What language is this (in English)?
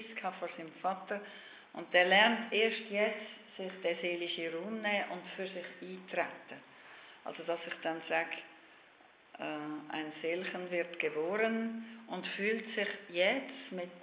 German